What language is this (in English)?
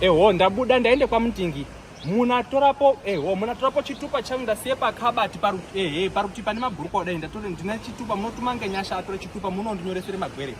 Shona